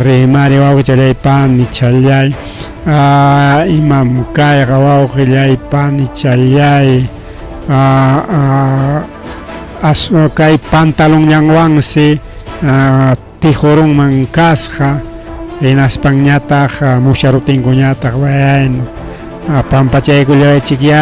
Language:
Ayacucho Quechua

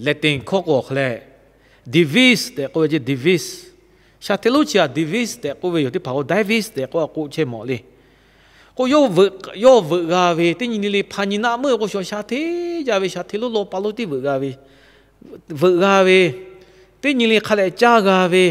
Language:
Lahu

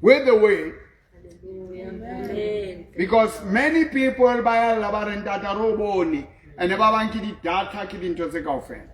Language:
Southern Sotho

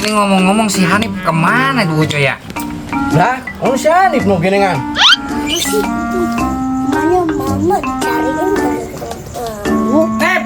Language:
Betawi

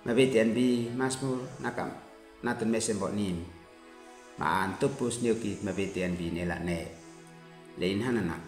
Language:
Uab Meto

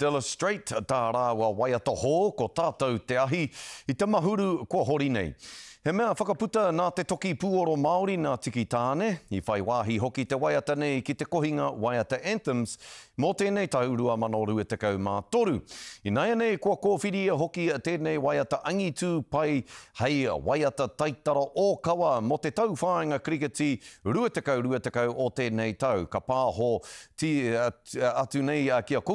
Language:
Māori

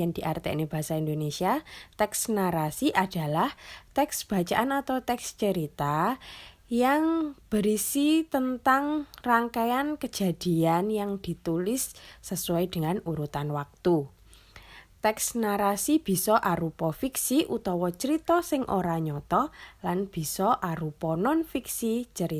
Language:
Javanese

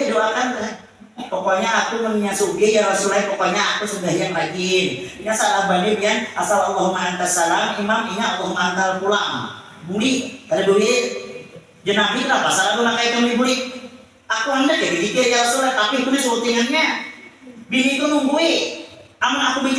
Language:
Banjar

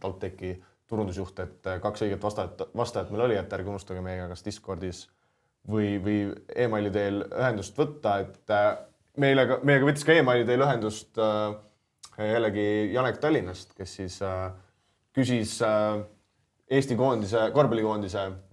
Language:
Estonian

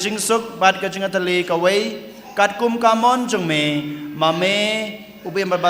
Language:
Khasi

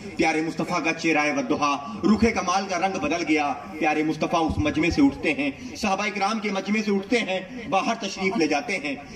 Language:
Urdu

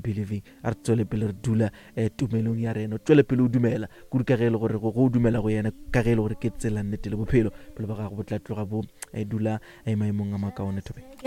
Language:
Northern Sotho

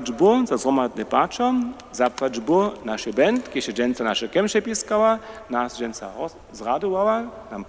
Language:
Upper Sorbian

